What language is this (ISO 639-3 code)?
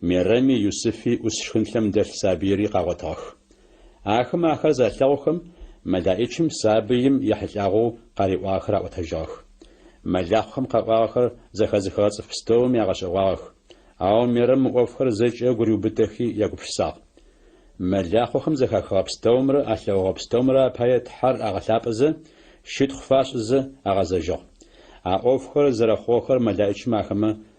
ady